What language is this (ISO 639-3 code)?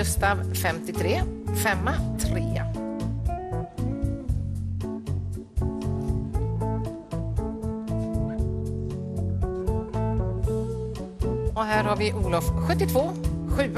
swe